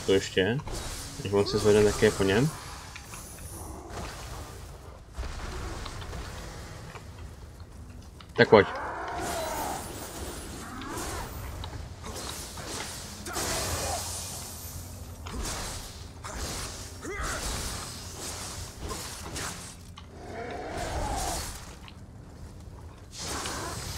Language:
Czech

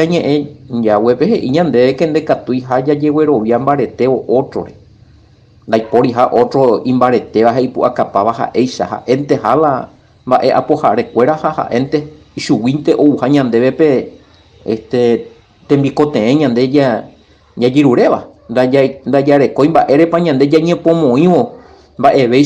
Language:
Guarani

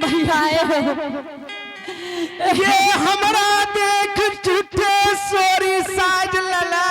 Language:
Angika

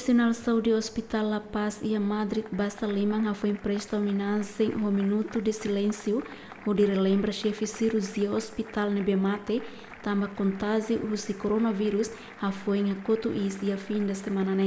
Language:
Tetum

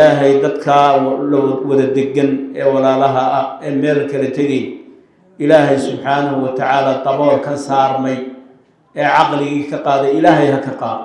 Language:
Somali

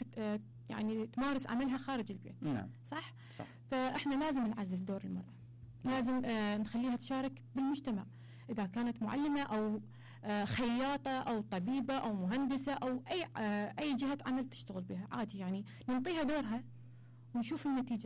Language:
Mesopotamian Arabic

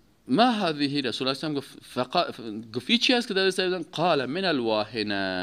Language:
Persian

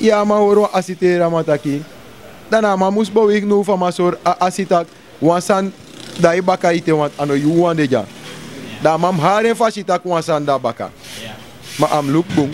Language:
Sranan Tongo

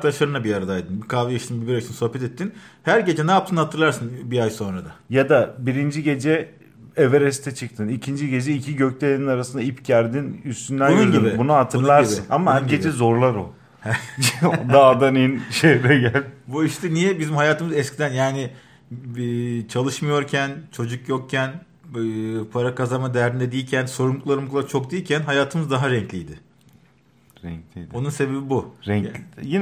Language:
Turkish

